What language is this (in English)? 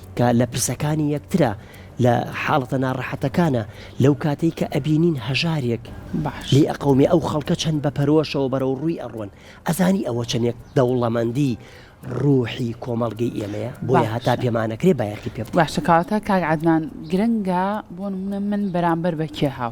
Central Kurdish